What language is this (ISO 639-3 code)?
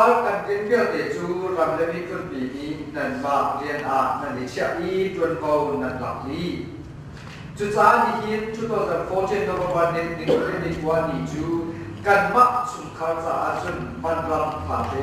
cnh